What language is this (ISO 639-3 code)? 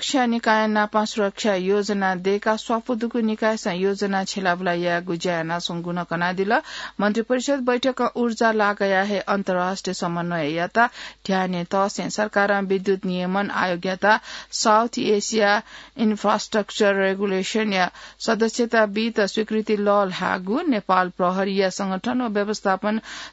new